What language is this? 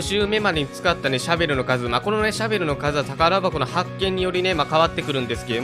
Japanese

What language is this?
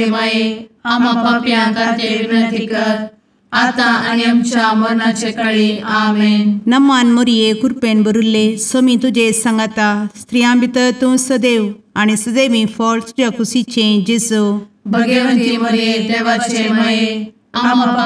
Konkani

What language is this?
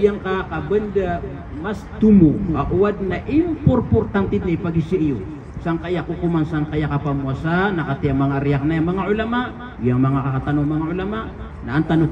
Maranao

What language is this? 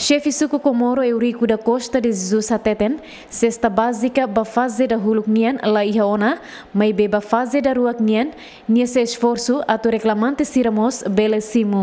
Tetum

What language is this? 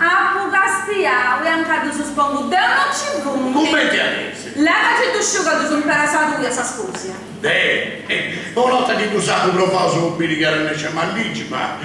Sardinian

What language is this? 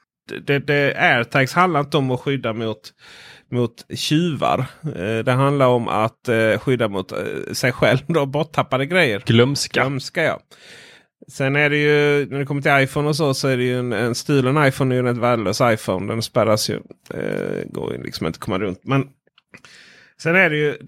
Swedish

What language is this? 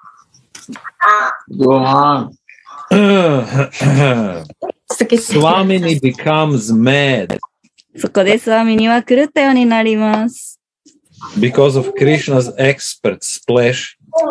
Japanese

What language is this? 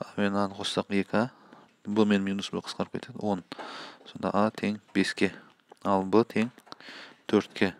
Kazakh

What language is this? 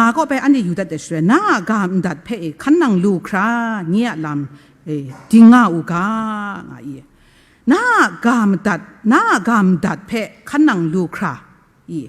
Kachin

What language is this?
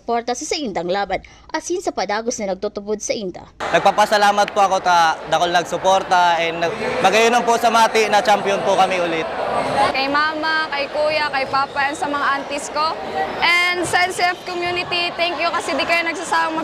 Bikol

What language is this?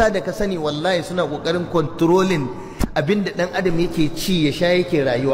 Hausa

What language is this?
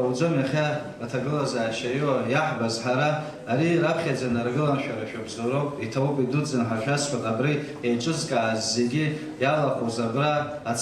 Abkhazian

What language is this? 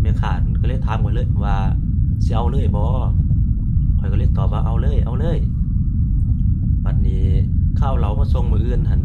Lao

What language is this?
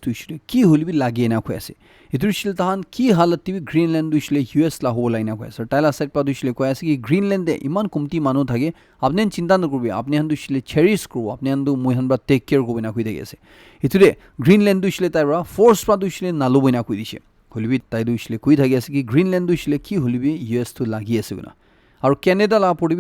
Naga Pidgin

